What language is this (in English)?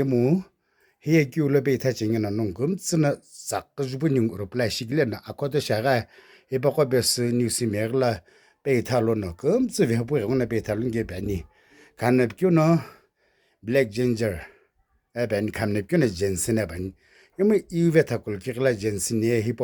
Sumi Naga